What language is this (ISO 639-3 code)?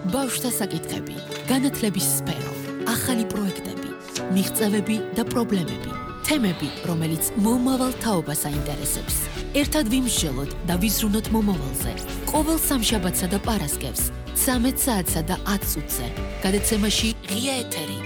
kat